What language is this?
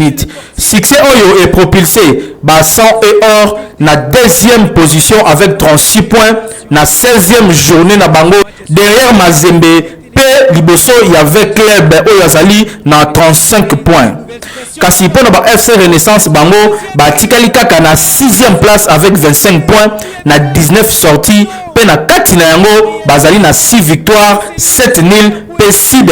Lingala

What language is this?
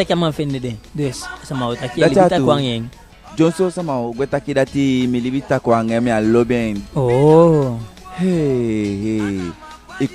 Eastern Maroon Creole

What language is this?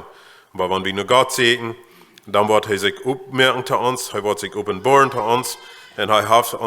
Plautdietsch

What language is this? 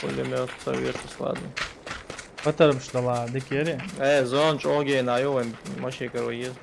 Chechen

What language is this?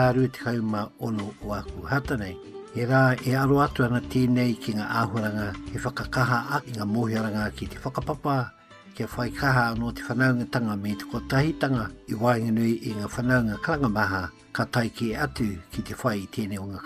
Māori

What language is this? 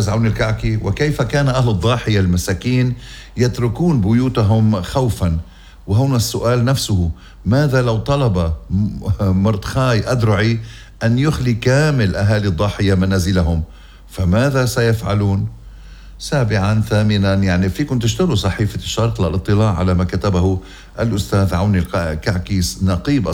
North Levantine Arabic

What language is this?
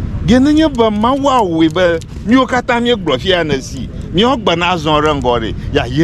Ewe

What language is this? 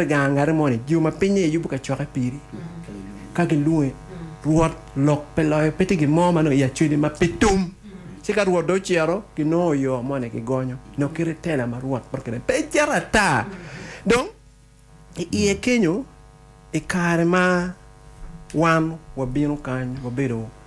Acoli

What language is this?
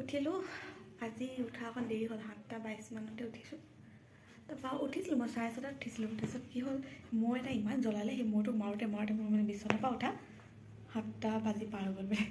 Assamese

